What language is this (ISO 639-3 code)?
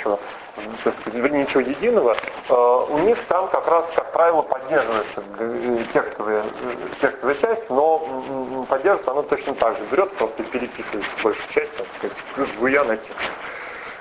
rus